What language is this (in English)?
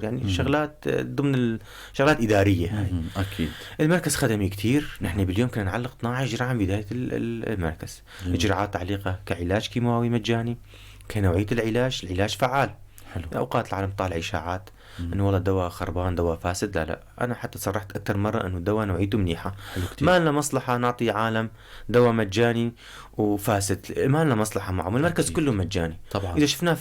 North Levantine Arabic